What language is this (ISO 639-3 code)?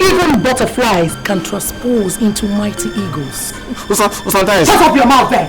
pcm